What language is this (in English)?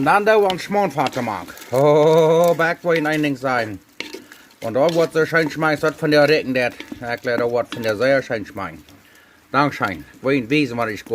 Plautdietsch